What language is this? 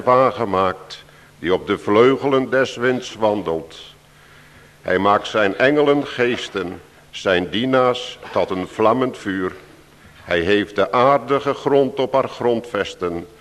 Dutch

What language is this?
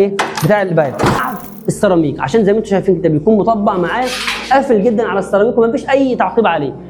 Egyptian Arabic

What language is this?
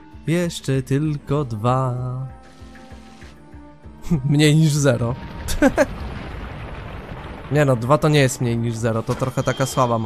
Polish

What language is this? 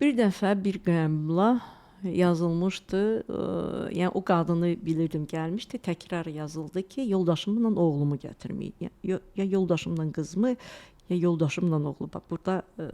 Azerbaijani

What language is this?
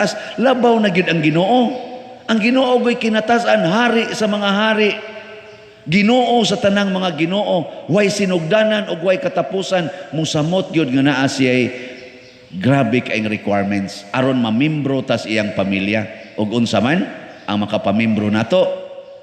Cebuano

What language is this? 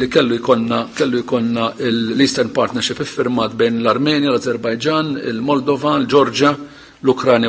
Maltese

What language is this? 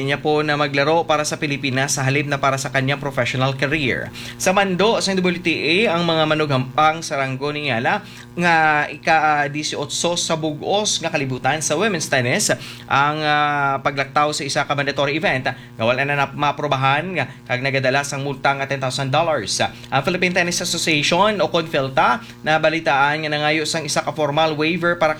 Hiligaynon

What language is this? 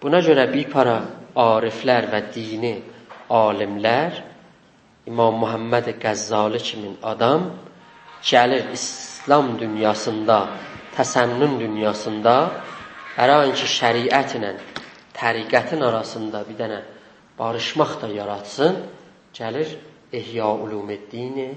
South Azerbaijani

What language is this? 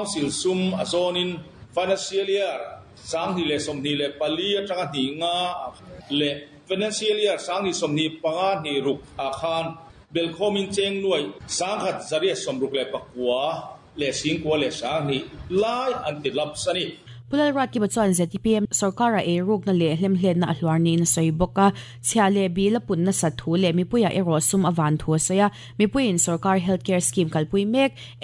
Mizo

